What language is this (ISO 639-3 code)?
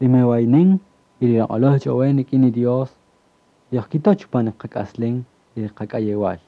cak